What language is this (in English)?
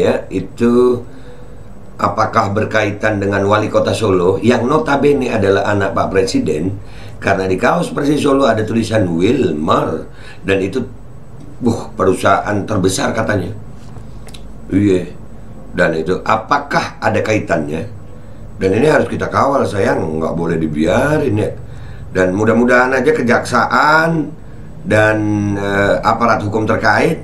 Indonesian